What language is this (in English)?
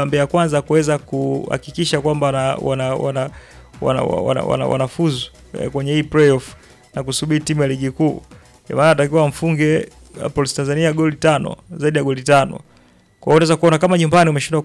Swahili